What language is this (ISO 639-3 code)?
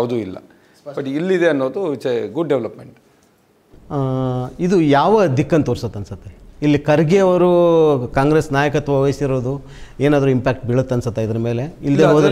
kan